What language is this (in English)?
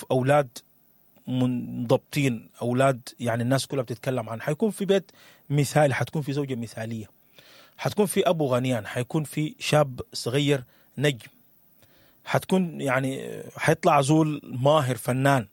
Sudanese Arabic